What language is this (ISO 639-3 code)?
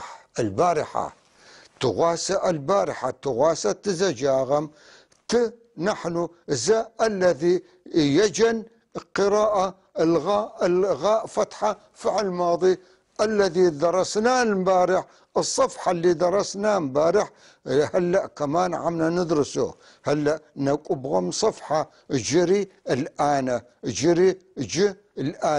apc